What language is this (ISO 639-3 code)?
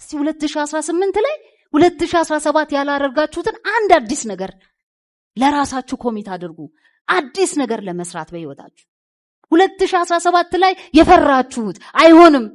amh